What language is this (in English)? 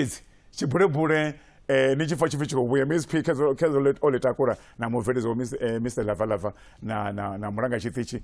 Venda